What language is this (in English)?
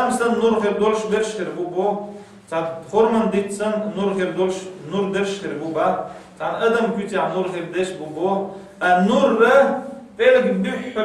Chechen